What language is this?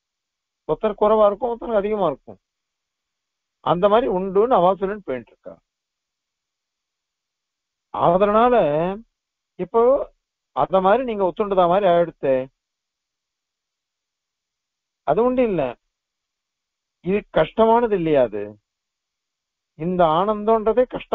Tamil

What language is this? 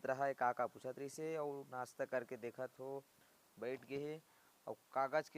Chhattisgarhi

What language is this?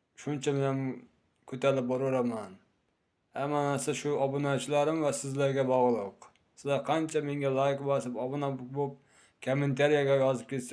Uzbek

